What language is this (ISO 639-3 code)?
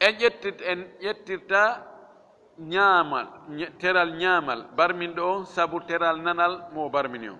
ful